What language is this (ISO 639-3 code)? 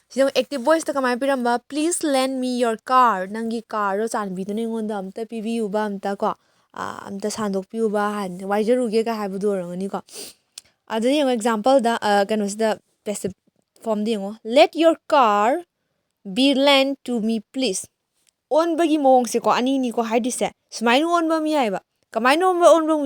mni